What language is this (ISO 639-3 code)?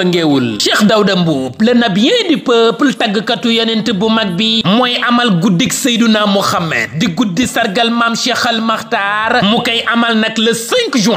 wol